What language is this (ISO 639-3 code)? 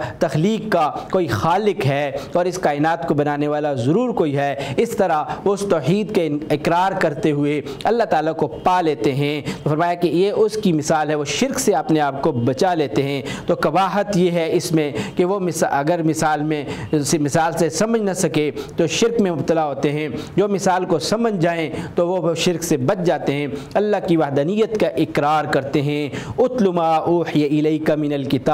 urd